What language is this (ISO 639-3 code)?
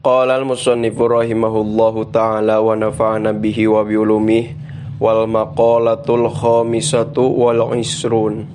sun